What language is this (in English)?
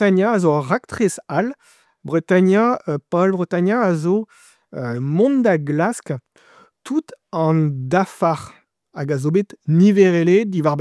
Breton